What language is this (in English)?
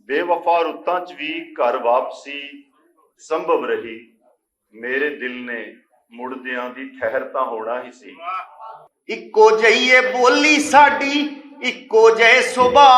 Western Panjabi